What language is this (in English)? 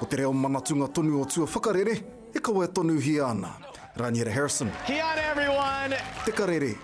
Māori